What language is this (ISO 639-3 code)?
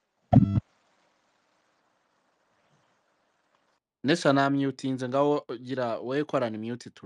kin